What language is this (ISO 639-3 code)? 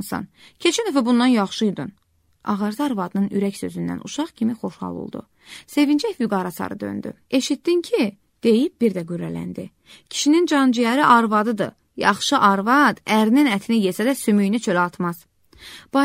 aze